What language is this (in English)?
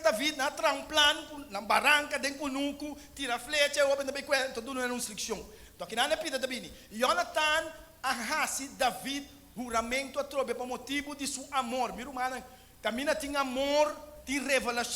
Papiamento